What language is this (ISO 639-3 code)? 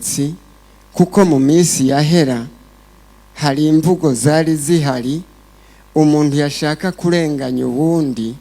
run